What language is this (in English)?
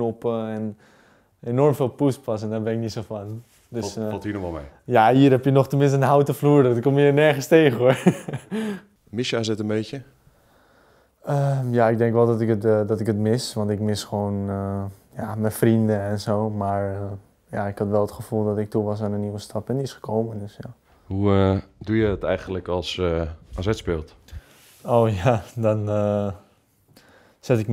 Dutch